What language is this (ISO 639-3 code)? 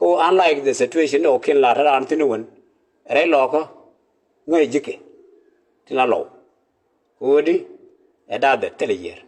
nus